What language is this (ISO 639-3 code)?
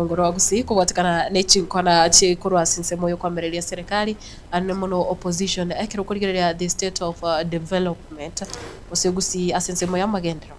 guz